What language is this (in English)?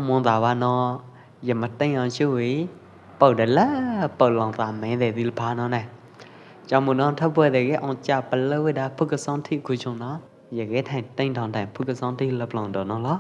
Pwo Eastern Karen